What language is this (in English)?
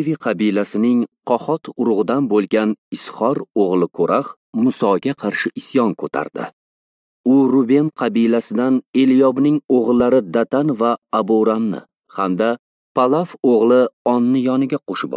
Uzbek